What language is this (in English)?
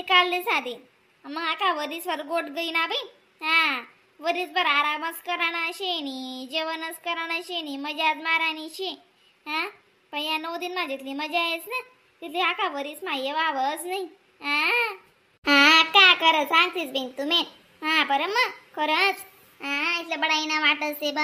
Khandesi